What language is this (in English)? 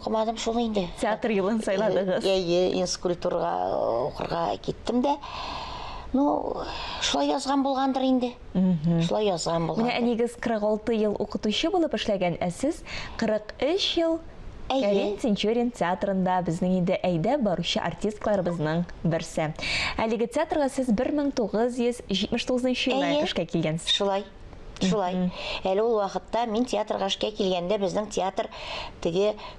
Tatar